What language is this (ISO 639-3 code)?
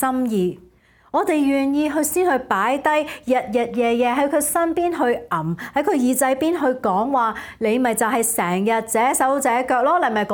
yue